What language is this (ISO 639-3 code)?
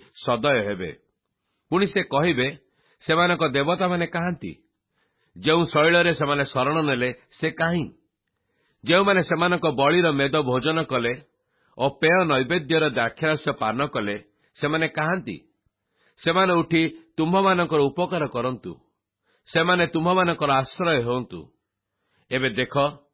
ori